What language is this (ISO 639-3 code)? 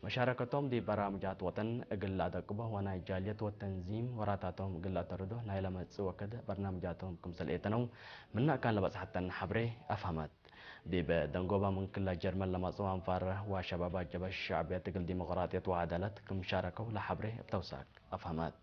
tig